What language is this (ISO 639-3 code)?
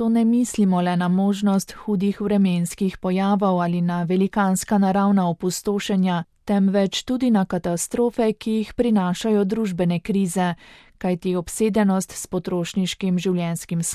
slv